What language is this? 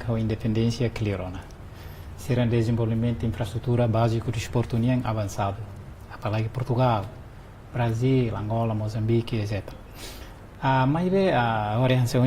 Tetum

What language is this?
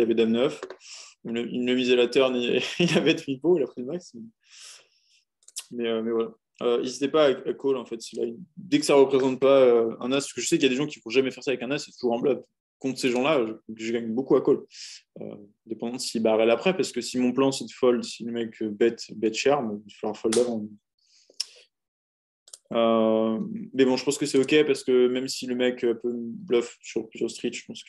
French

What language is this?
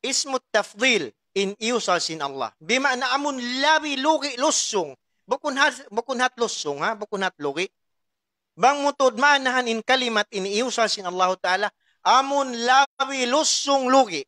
Tausug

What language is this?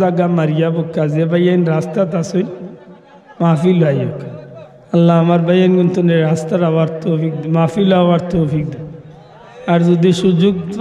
Sylheti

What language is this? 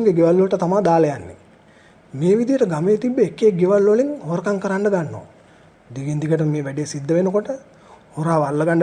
Sinhala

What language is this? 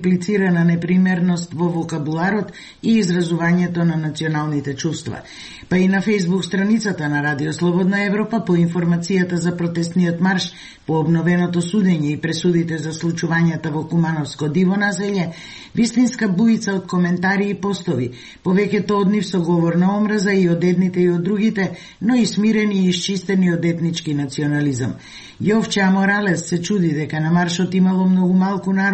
Macedonian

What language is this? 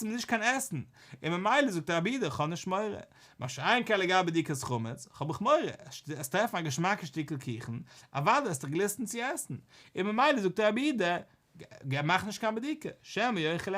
Yiddish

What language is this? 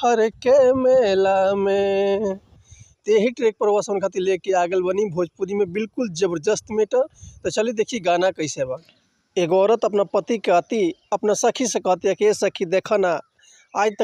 Bhojpuri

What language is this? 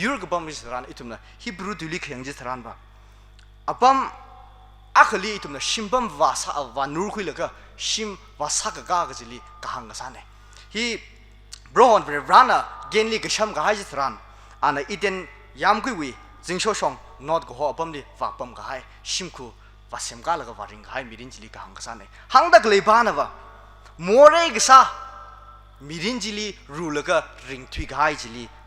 Tangkhul Naga (India)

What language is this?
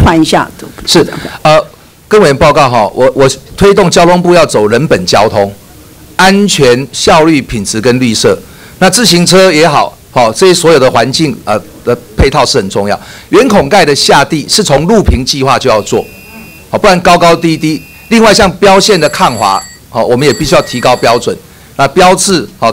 Chinese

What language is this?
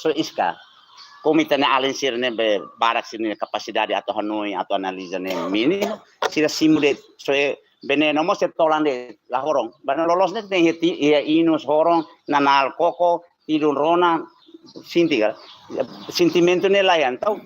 Tetum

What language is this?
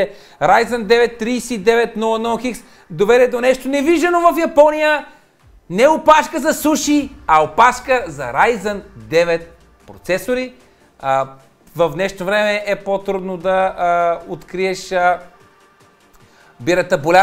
Bulgarian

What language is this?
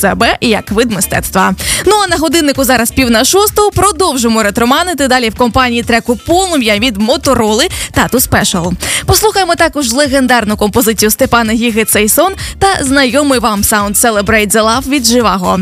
Ukrainian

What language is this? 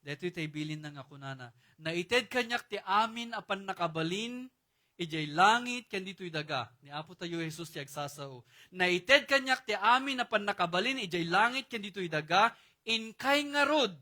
Iloko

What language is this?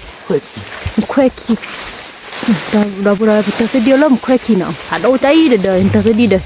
S'gaw Karen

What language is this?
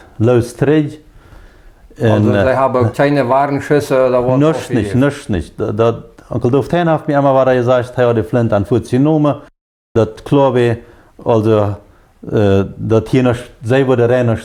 Plautdietsch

